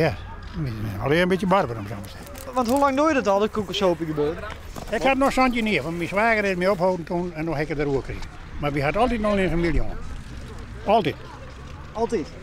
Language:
Western Frisian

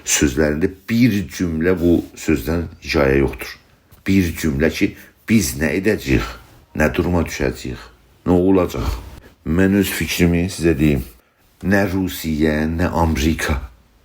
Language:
South Azerbaijani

